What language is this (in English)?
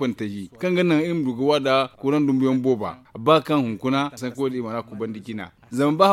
Zarma